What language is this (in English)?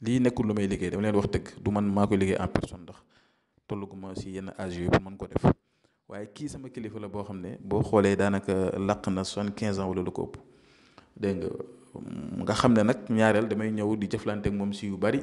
Wolof